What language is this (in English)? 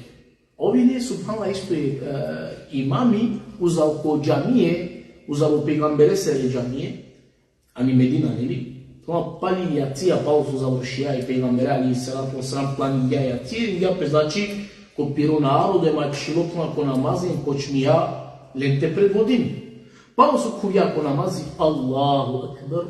Balkan Romani